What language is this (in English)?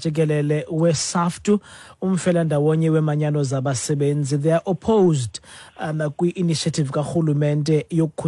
Xhosa